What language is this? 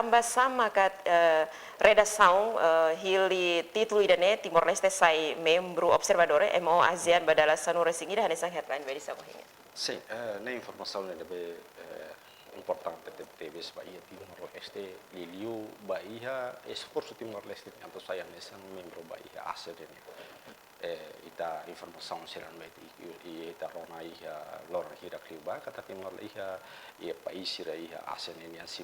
Tetum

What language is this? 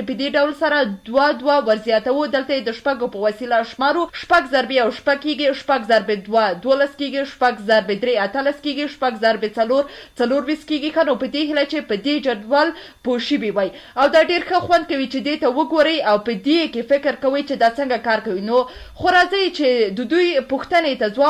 Pashto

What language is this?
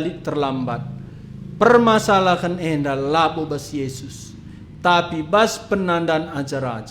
Batak Karo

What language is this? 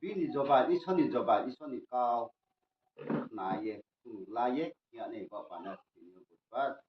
Riang (India)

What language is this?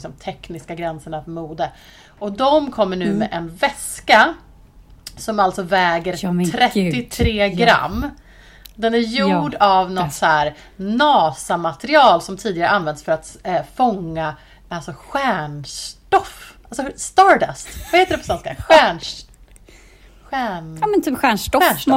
Swedish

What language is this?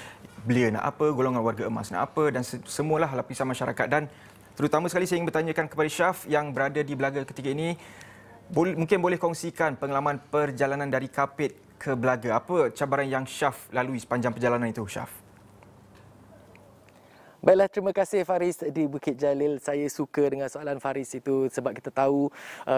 Malay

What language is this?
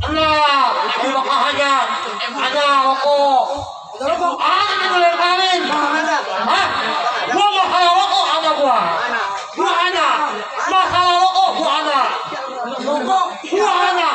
Betawi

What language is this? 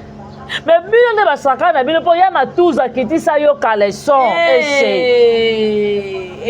Lingala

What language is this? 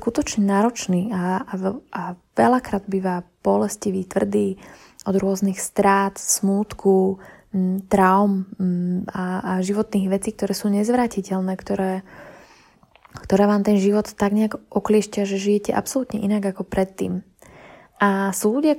Slovak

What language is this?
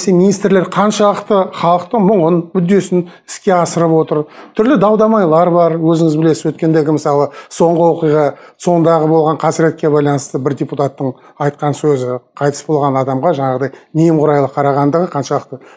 Kazakh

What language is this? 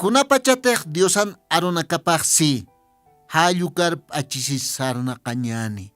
Aymara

